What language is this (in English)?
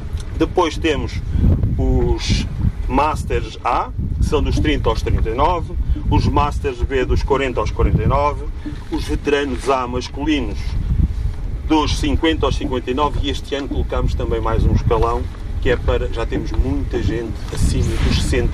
Portuguese